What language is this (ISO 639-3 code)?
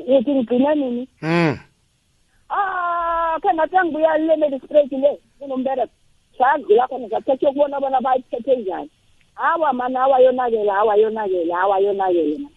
nbl